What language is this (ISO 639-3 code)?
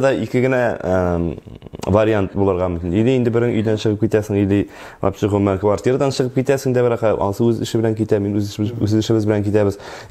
tat